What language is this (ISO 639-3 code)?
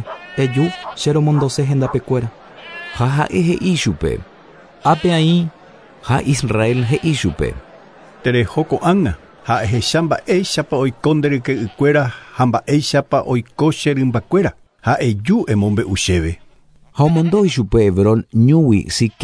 grn